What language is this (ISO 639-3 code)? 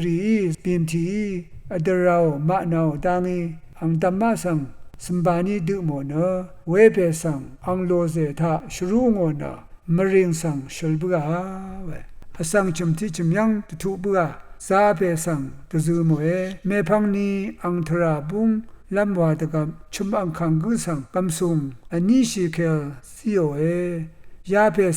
raw